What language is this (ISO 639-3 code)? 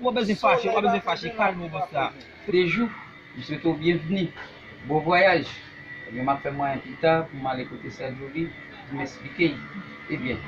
hat